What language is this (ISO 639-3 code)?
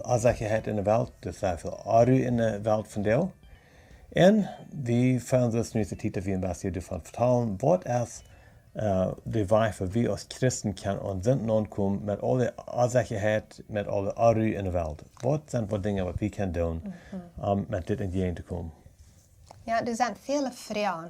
pdt